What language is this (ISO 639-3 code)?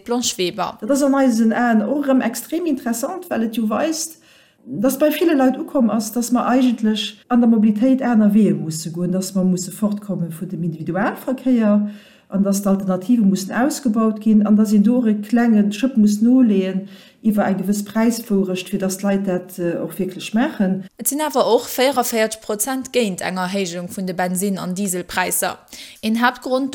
ltz